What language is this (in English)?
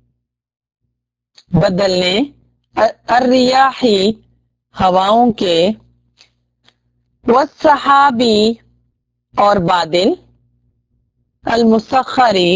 Urdu